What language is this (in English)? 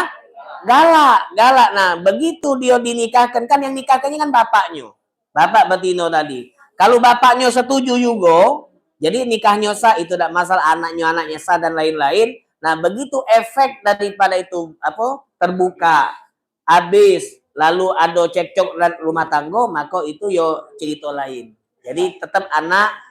Musi